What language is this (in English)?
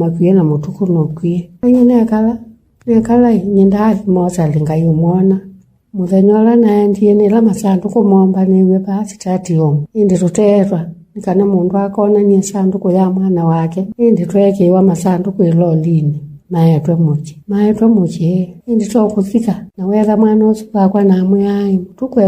Kamba